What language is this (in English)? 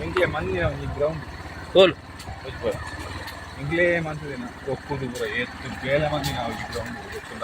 Tulu